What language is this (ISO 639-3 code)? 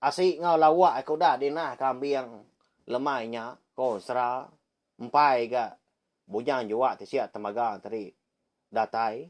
iba